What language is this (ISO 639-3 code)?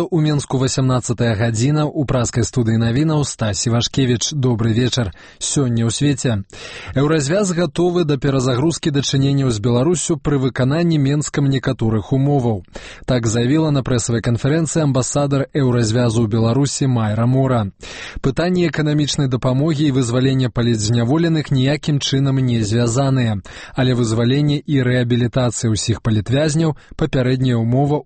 bel